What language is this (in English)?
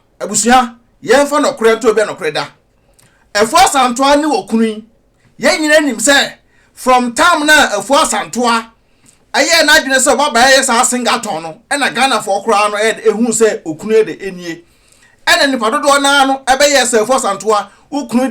Akan